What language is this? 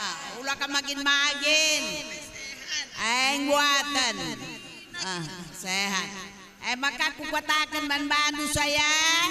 Batak Karo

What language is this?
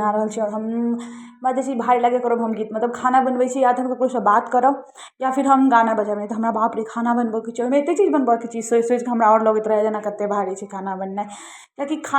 Maithili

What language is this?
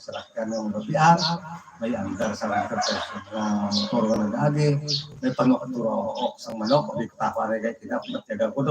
Hiligaynon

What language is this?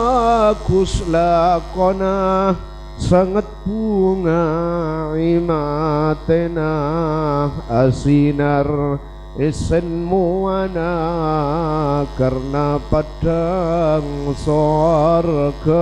Madurese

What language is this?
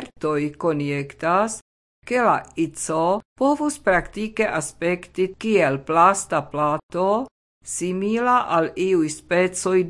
Esperanto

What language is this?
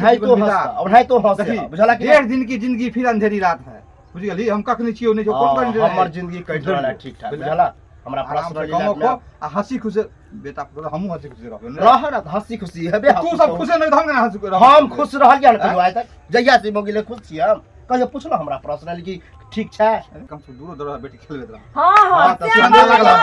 Maithili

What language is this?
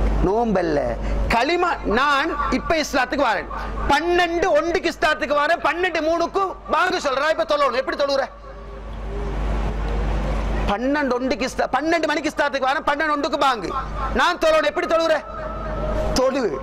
Tamil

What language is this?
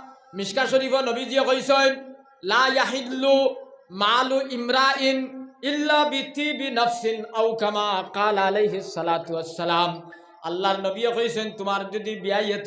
Sylheti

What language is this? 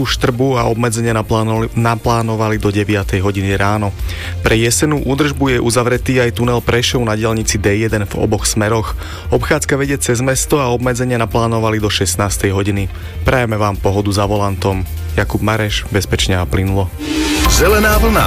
Slovak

